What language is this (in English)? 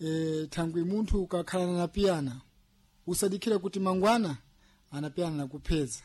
Sena